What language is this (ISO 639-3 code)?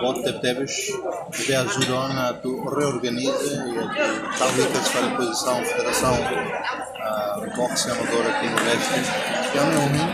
tet